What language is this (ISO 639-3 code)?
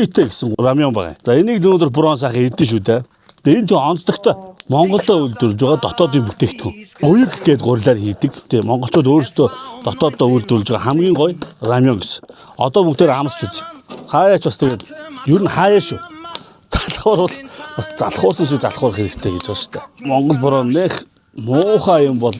mon